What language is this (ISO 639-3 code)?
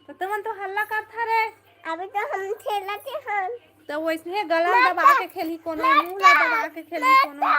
hne